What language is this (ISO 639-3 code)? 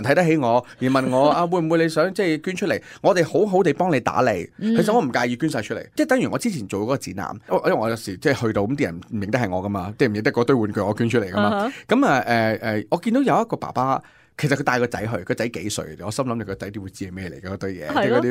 yue